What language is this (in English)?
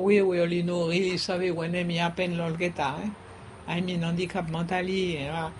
Bislama